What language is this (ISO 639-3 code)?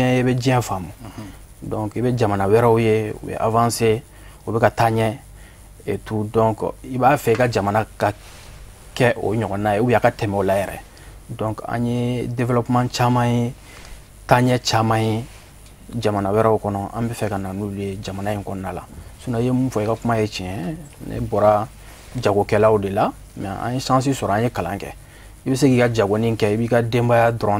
bam